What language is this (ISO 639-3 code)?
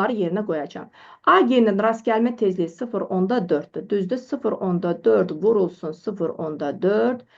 aze